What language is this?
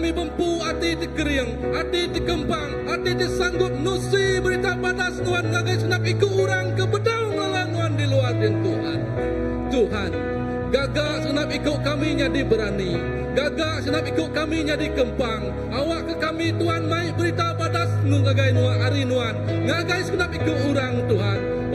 Iban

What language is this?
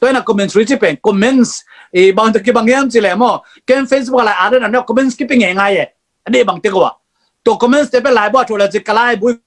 Tedim Chin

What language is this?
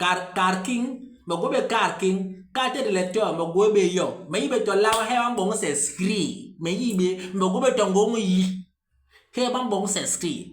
Basaa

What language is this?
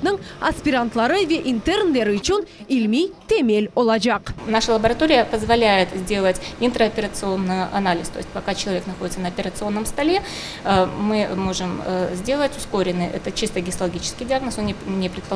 Crimean Tatar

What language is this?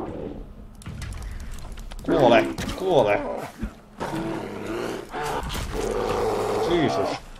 Finnish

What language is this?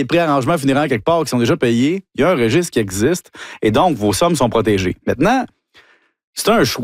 French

